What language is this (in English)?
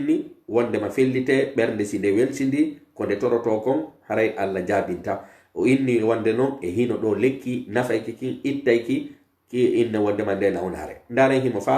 Pular